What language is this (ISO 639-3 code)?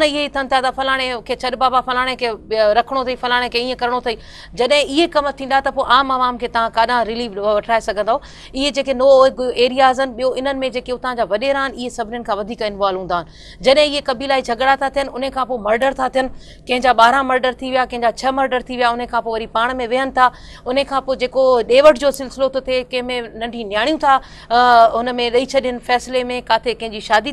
snd